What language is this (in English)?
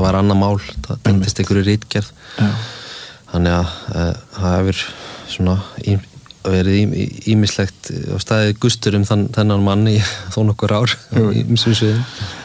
Icelandic